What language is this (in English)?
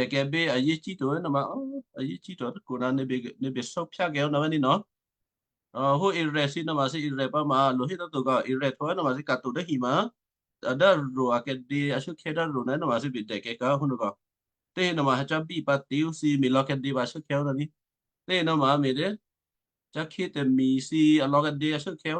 Western Kayah